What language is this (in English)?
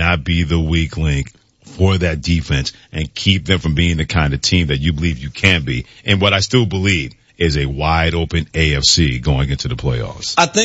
English